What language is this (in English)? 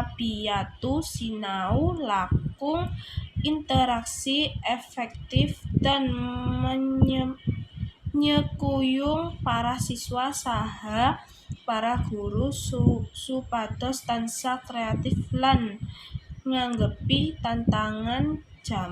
Javanese